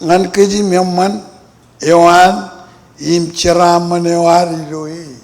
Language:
Marshallese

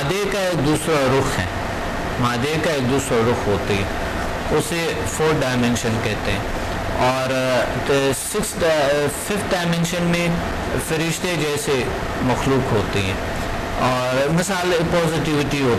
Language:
Urdu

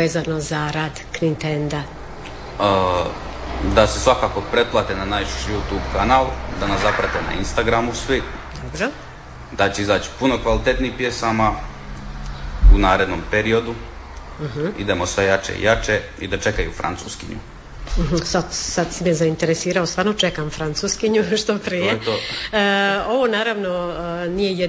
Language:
Croatian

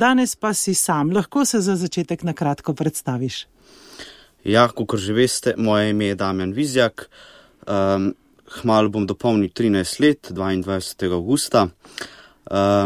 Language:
Slovenian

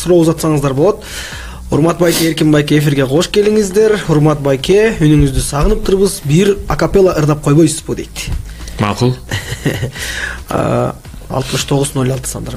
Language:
Kyrgyz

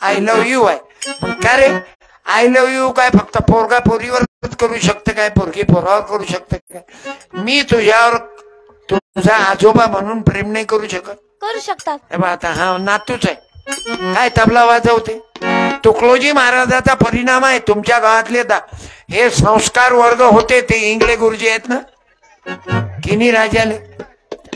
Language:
Marathi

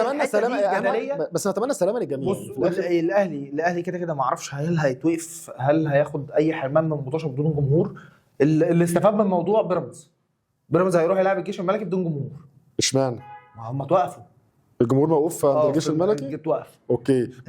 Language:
Egyptian Arabic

